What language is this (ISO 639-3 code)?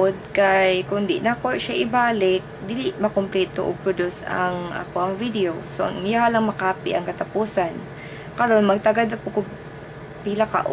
ceb